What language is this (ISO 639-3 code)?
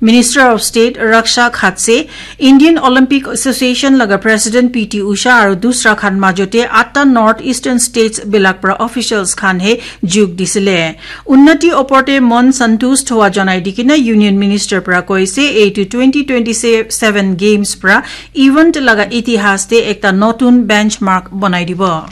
nag